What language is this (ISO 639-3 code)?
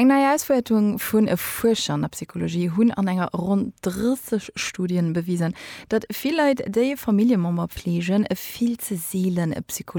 ltz